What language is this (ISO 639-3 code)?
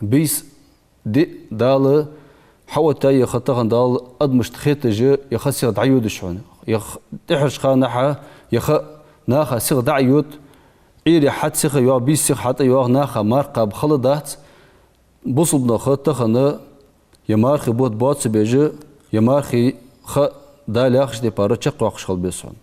inh